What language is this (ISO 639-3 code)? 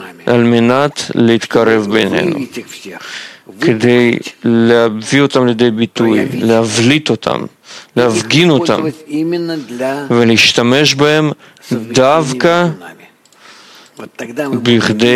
heb